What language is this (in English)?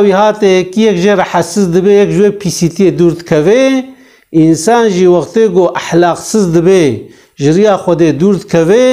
Kurdish